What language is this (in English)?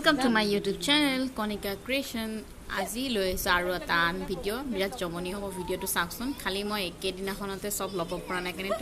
Assamese